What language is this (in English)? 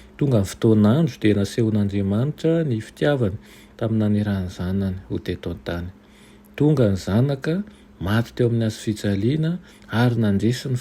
Malagasy